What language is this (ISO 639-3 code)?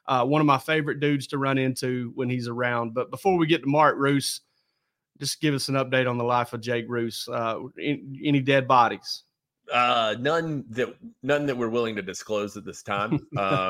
eng